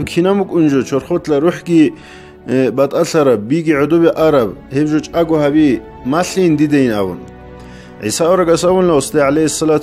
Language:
Avaric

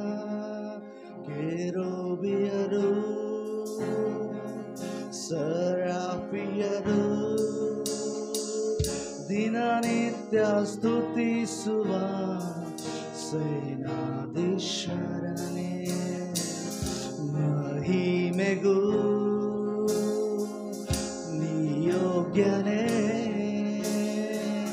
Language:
Kannada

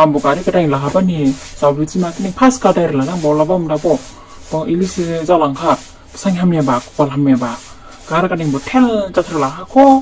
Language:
Dimasa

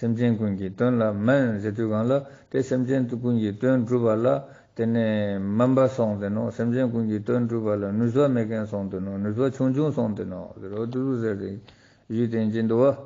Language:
Ladakhi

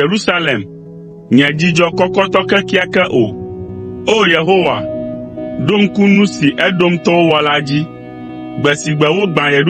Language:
Ewe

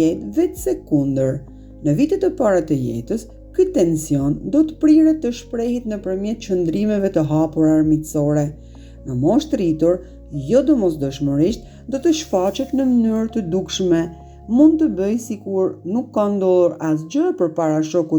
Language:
Albanian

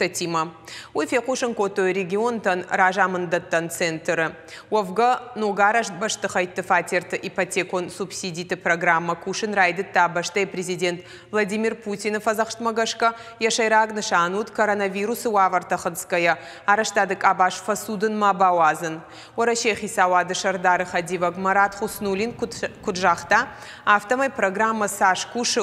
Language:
Ossetic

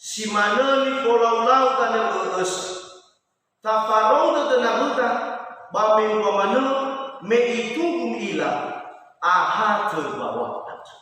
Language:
Nias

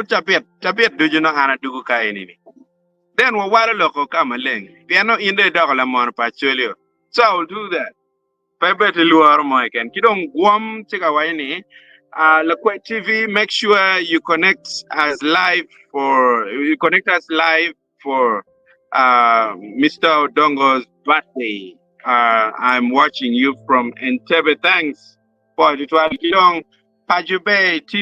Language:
Acoli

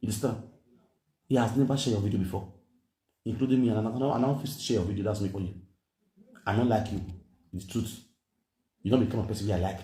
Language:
Nigerian Pidgin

